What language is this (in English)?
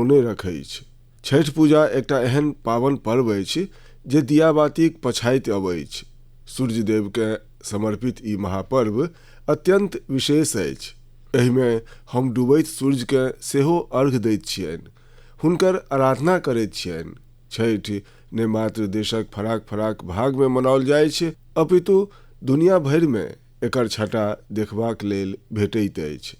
Maithili